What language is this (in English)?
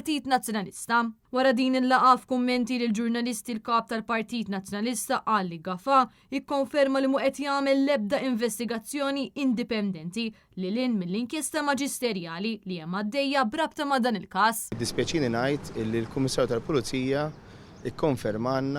Maltese